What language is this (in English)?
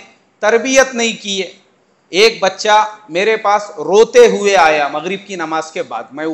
Urdu